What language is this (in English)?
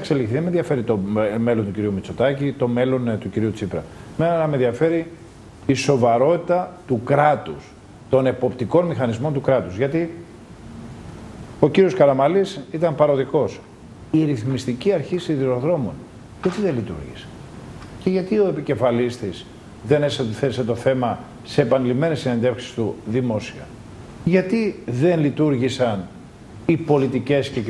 Greek